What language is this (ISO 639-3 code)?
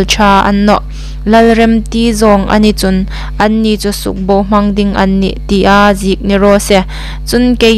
hmr